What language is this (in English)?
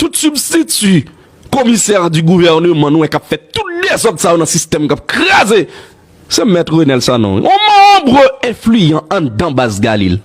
Haitian Creole